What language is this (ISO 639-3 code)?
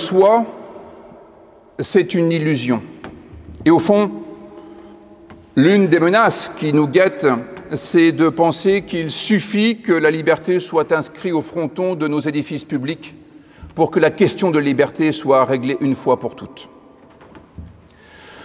fra